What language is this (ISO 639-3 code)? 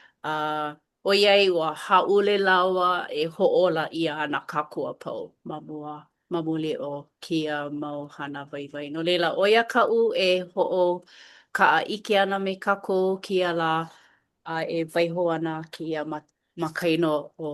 haw